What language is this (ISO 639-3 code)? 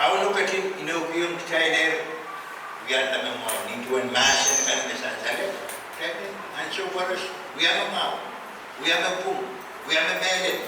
pon